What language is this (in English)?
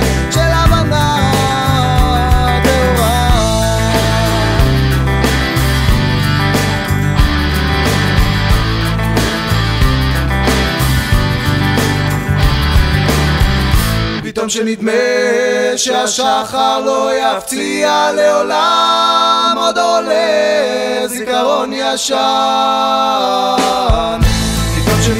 Hebrew